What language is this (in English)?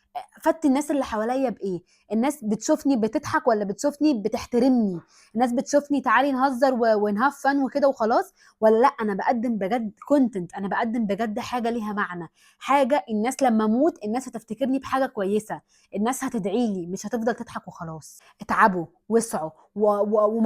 Egyptian Arabic